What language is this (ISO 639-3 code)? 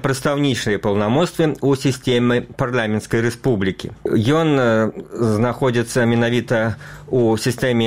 bel